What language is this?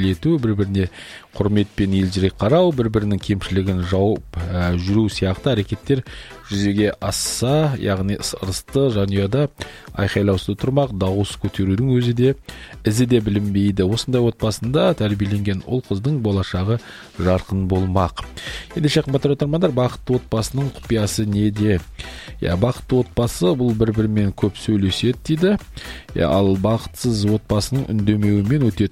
Kazakh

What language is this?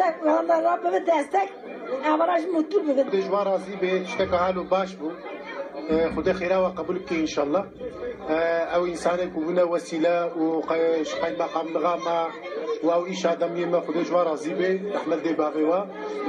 Kurdish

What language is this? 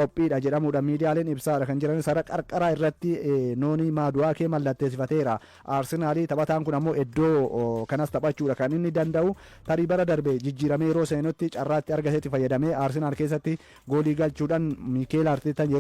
Oromo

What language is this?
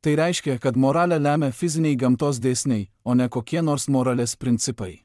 Lithuanian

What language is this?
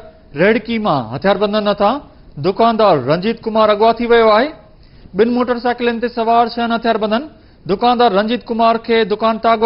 Sindhi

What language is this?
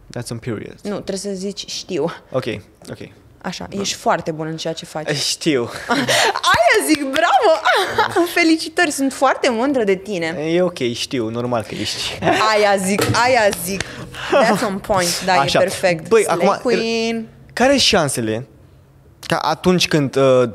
Romanian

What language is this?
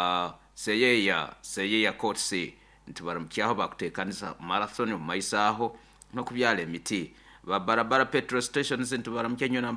Nyoro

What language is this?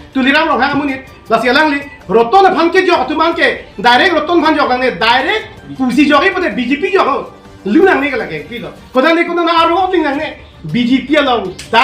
Karbi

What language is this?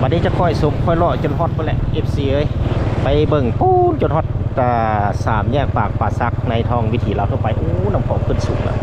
Lao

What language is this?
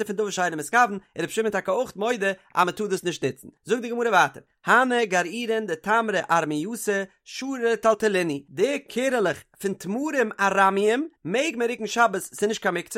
Yiddish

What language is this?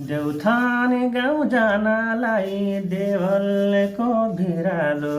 Nepali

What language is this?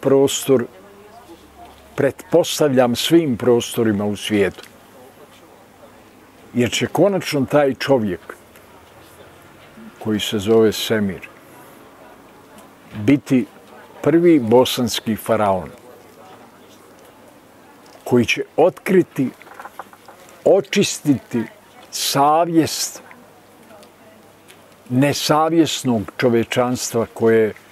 Bosnian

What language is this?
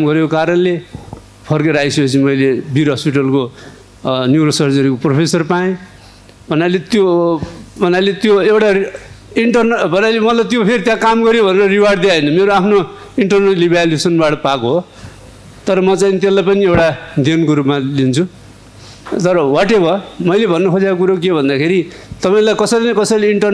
Nepali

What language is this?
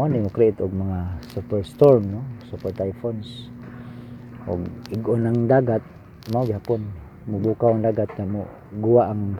Cebuano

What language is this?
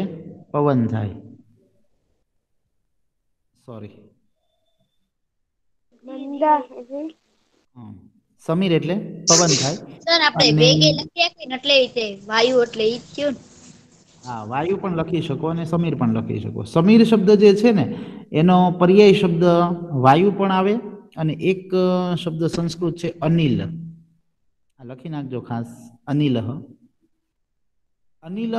Gujarati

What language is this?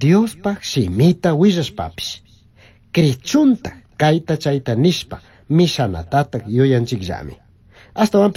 Chimborazo Highland Quichua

